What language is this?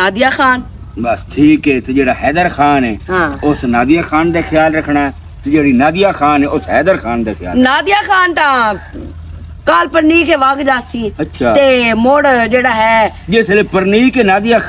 Western Panjabi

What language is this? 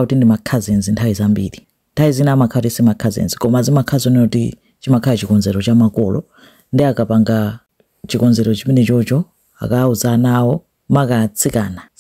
Nyanja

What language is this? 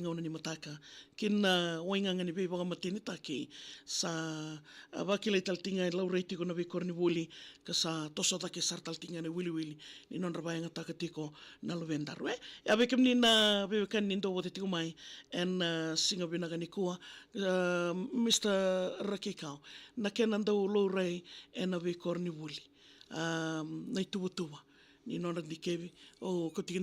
Fijian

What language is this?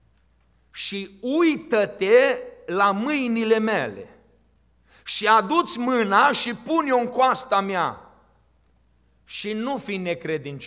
Romanian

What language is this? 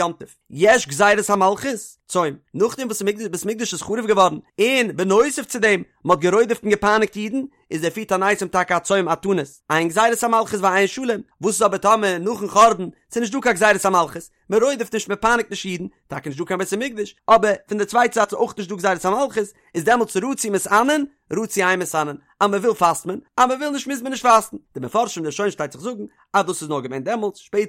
Yiddish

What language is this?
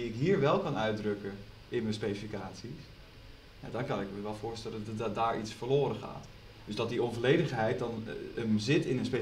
Dutch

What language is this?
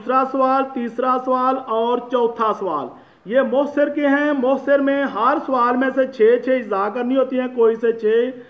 Hindi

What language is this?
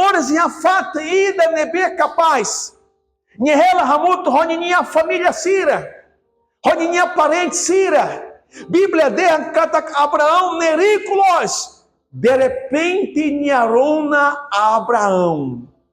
Tetum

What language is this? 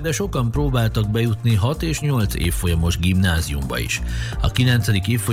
Hungarian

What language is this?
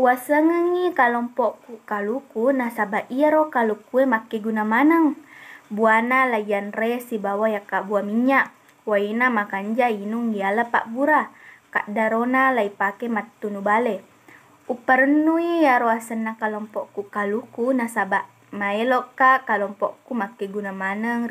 Buginese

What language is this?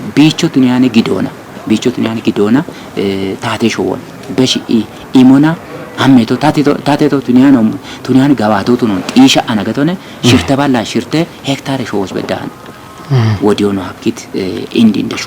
Kafa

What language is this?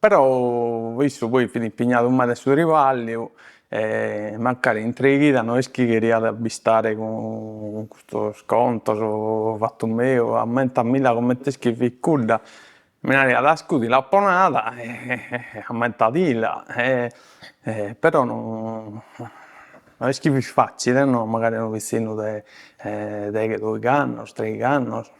Sardinian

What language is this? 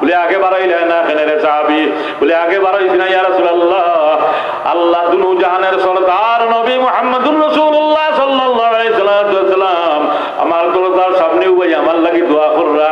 Sylheti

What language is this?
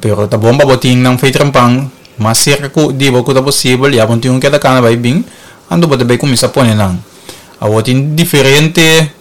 Papiamento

